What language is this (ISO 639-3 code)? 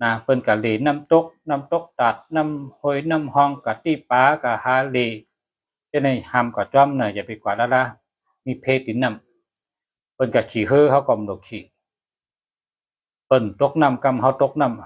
shn